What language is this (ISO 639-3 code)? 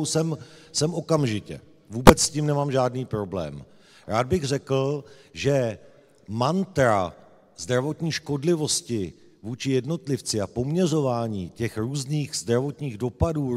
ces